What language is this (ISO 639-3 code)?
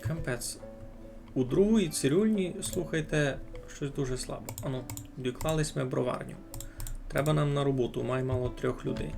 rue